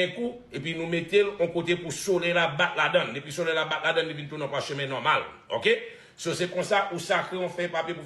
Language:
Haitian Creole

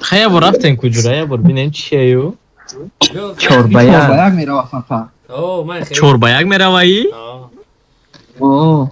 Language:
Tajik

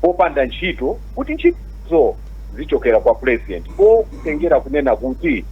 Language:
Nyanja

